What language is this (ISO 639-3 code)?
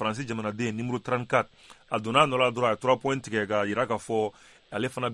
bam